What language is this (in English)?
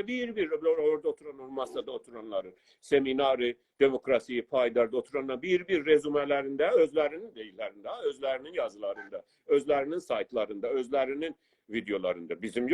South Azerbaijani